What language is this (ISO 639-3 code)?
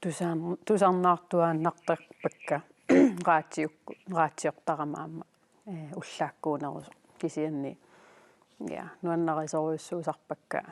kal